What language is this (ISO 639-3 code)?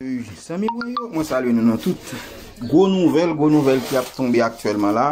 hat